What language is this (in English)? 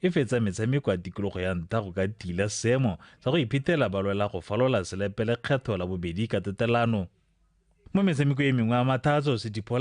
Tswana